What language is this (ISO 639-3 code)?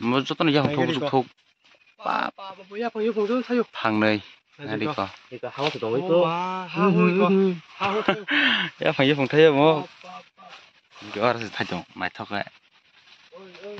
trp